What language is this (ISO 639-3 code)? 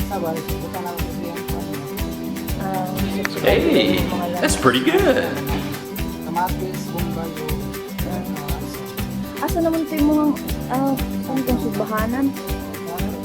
ceb